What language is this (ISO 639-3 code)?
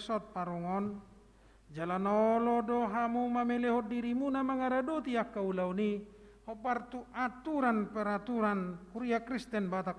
bbc